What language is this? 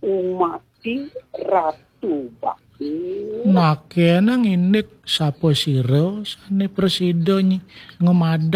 Balinese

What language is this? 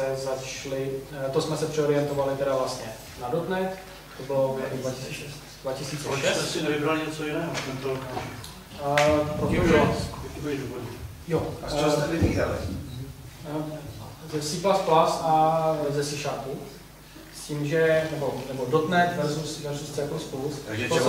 Czech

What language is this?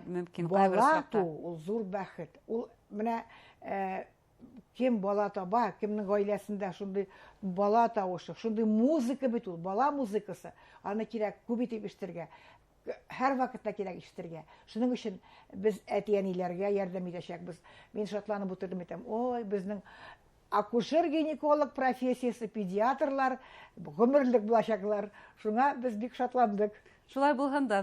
Bashkir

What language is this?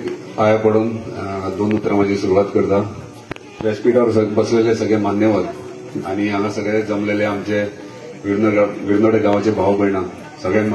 Konkani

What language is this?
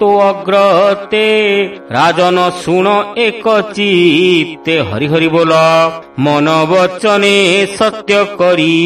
Odia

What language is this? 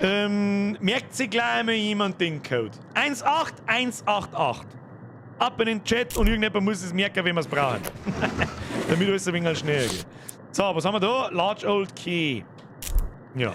Bavarian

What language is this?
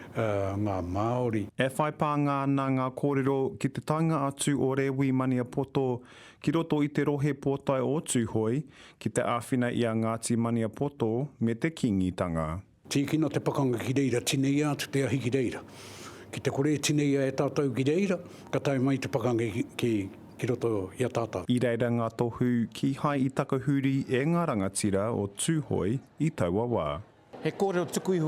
Māori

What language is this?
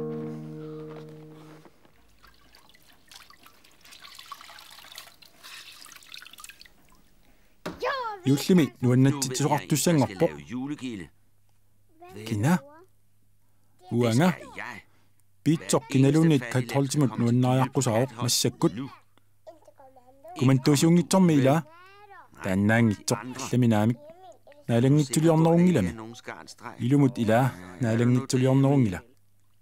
Kalaallisut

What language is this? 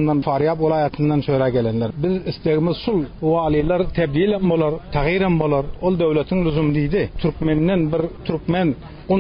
Turkmen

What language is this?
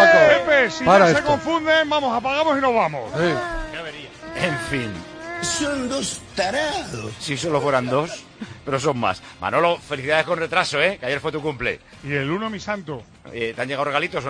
Spanish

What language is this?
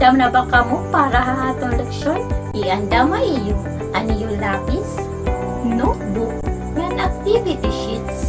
Waray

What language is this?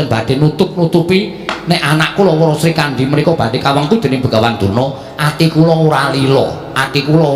Javanese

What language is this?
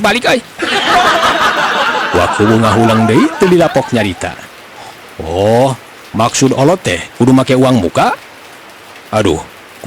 Sundanese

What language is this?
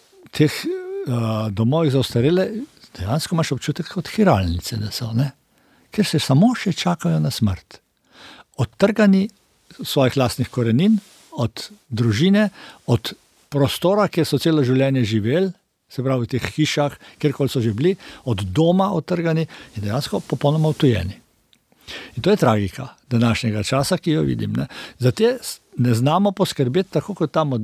Slovenian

